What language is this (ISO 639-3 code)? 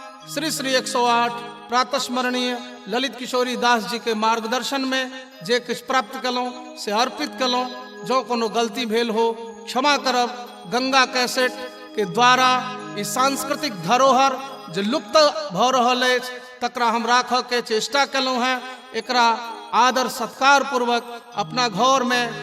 mai